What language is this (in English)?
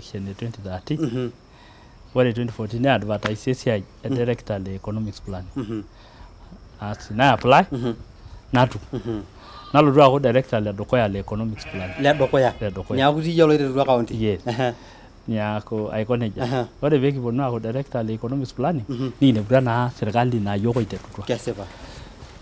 Masai